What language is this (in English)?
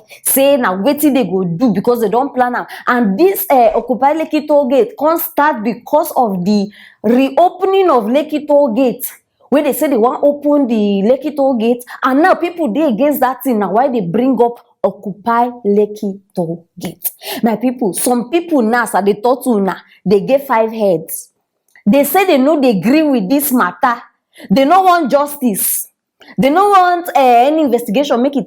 Nigerian Pidgin